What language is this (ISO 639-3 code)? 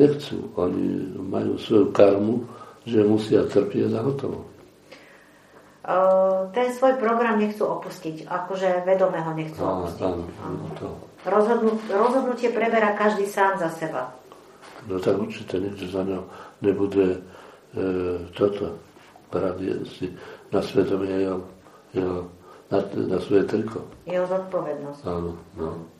slk